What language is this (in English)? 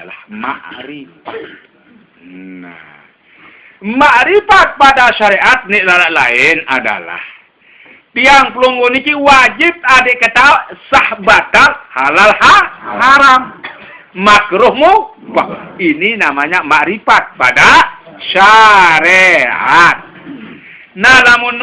Sasak